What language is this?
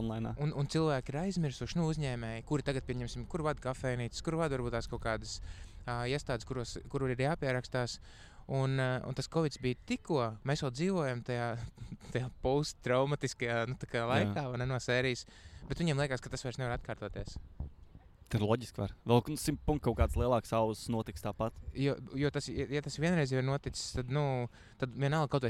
Latvian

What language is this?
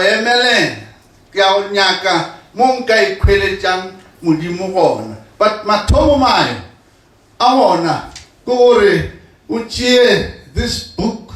Northern Sotho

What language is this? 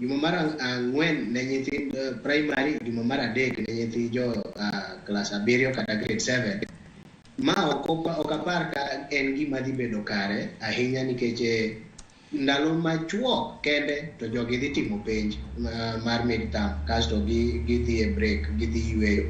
Luo (Kenya and Tanzania)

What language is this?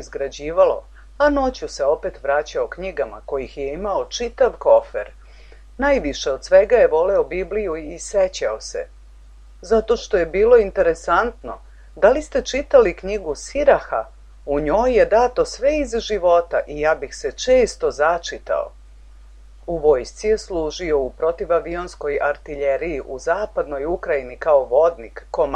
Serbian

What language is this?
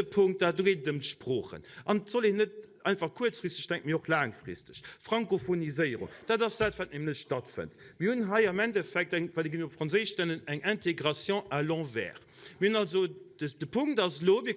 Luxembourgish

